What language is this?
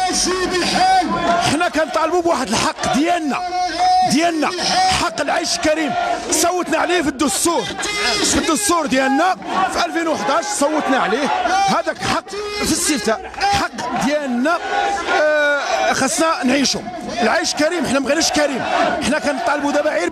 Moroccan Arabic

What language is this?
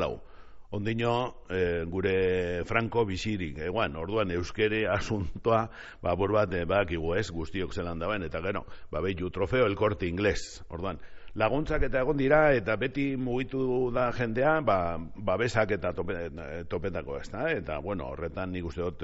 Basque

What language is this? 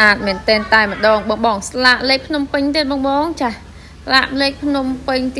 Khmer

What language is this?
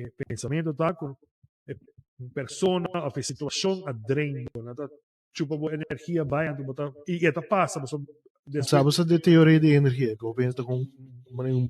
Papiamento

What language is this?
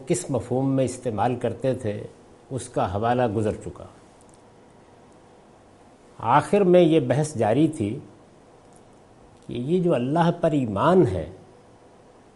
Urdu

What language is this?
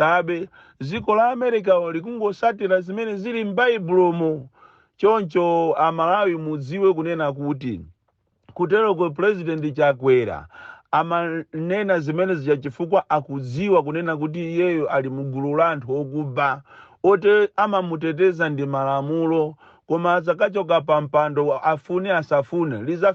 Nyanja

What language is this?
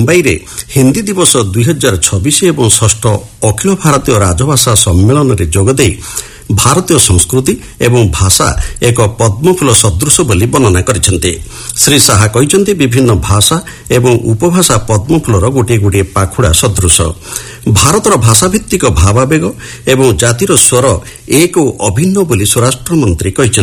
Odia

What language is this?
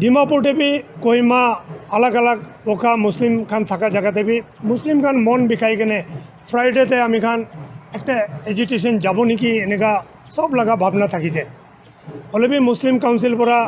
Naga Pidgin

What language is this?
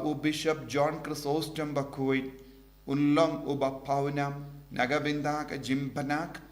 Khasi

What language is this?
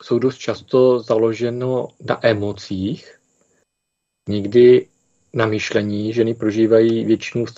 Czech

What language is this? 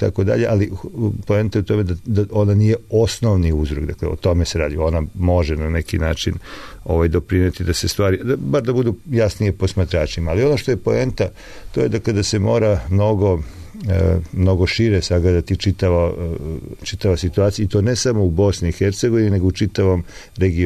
Serbian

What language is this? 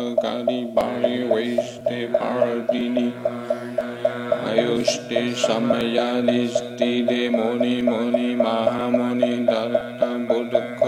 Sanskrit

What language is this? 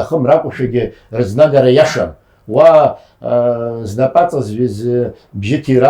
Abkhazian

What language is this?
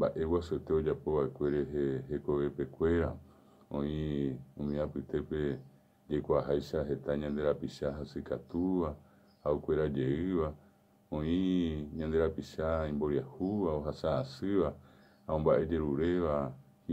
Guarani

